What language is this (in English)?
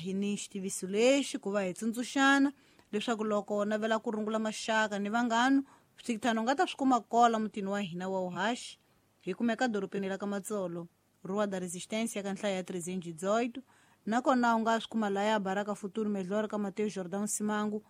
Tsonga